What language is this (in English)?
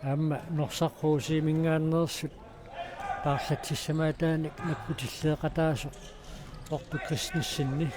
Kalaallisut